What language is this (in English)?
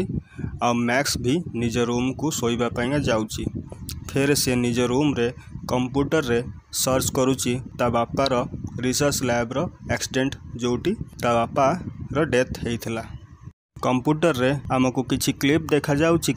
Odia